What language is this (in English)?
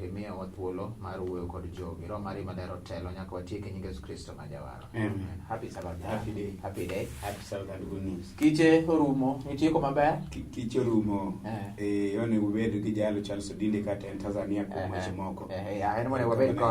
Luo (Kenya and Tanzania)